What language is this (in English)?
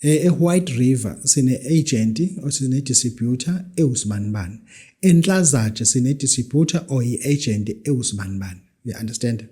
Zulu